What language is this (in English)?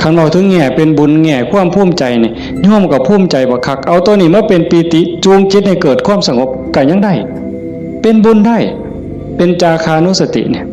Northeastern Thai